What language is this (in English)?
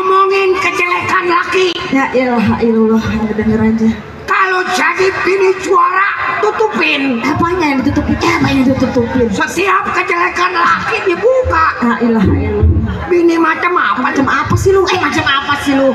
Betawi